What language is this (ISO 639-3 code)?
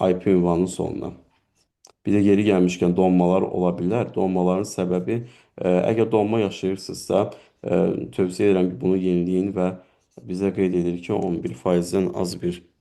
aze